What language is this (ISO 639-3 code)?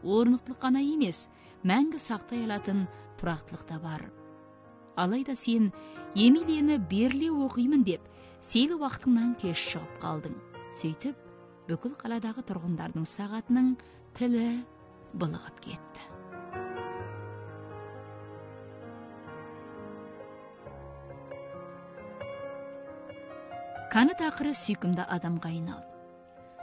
kaz